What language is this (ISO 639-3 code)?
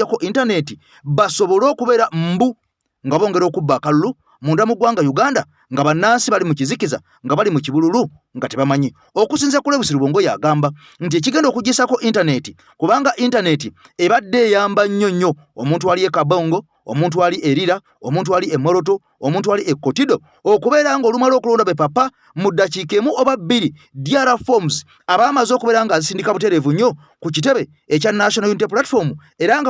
lug